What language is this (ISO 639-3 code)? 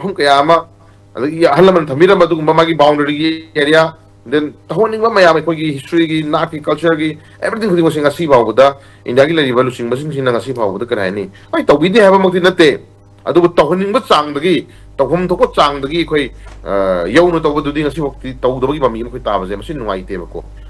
mni